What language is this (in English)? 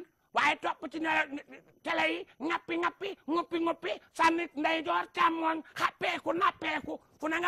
Wolof